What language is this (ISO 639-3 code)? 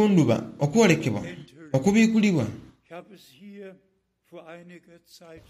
xog